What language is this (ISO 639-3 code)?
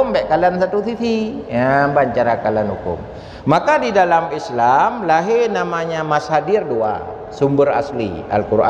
ace